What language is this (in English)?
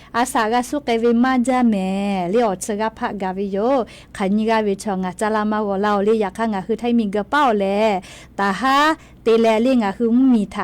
Lahu